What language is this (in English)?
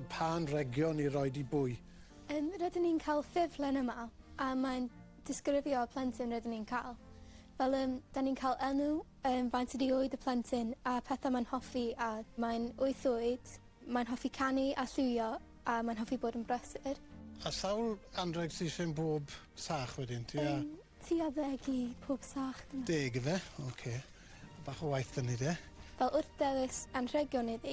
Welsh